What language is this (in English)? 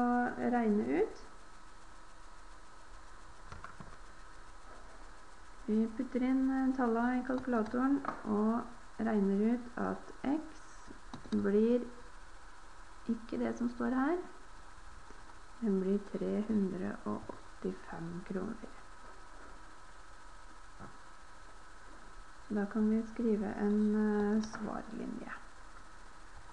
Norwegian